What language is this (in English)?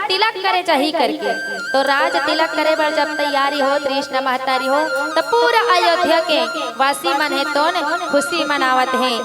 Chhattisgarhi